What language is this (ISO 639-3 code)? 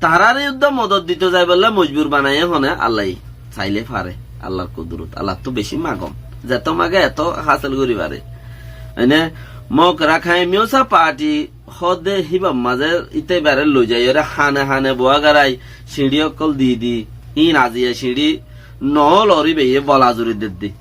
rhg